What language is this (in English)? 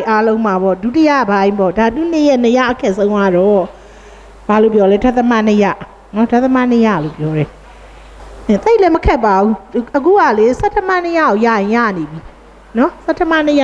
Burmese